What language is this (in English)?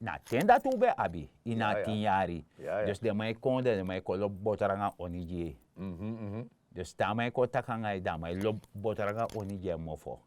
Sranan Tongo